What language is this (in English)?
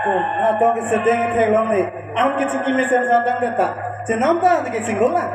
Karbi